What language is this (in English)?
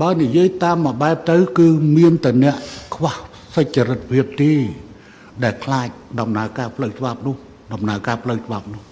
Khmer